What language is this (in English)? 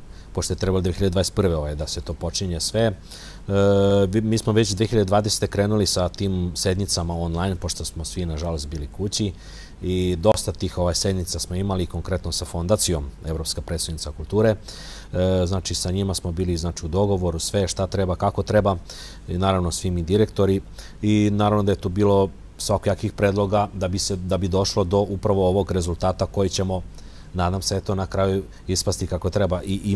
Serbian